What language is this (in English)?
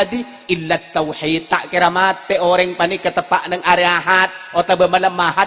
Madurese